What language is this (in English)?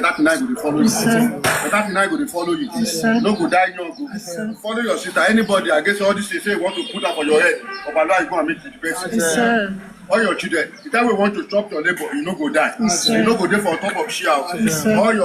Nigerian Pidgin